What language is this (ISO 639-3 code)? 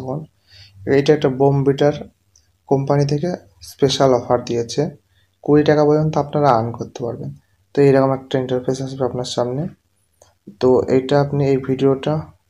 ben